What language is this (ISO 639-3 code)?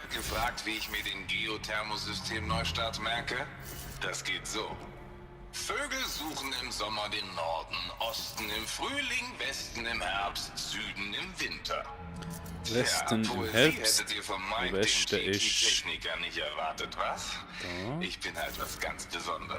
gsw